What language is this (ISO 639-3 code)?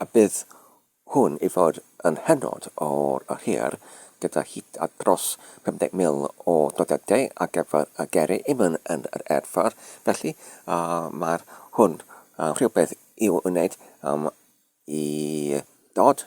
cym